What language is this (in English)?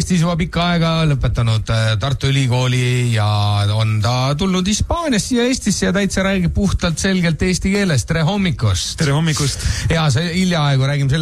Estonian